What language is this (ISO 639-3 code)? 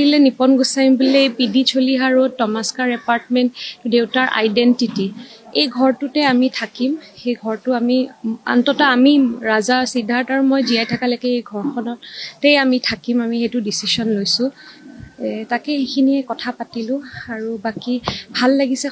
asm